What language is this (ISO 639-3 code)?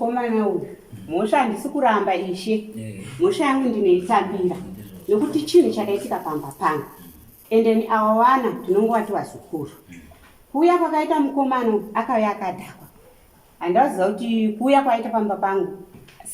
sna